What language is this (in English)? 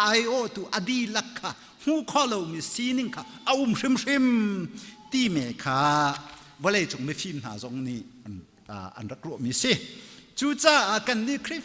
Hakha Chin